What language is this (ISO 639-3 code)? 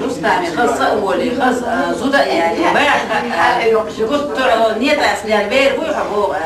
che